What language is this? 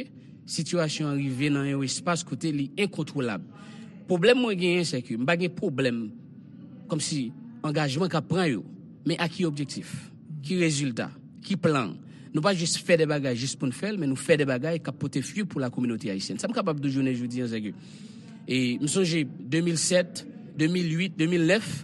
Haitian Creole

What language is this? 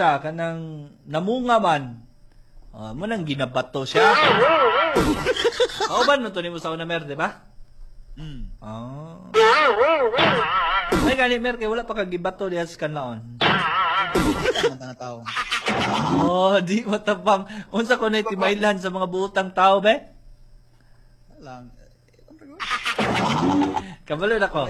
Cebuano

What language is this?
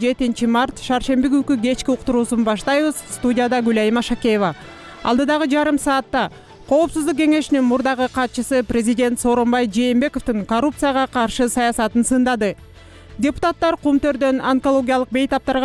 Kyrgyz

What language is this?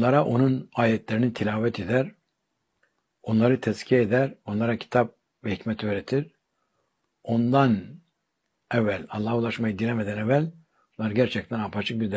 Turkish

